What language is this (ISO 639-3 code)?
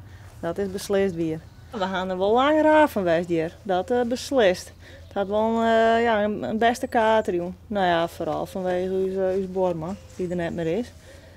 fry